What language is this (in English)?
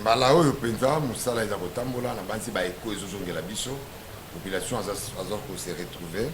Lingala